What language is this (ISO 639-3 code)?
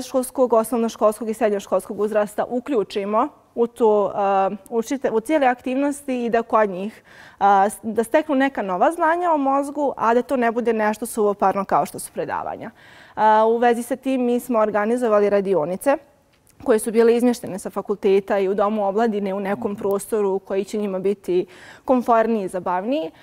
bos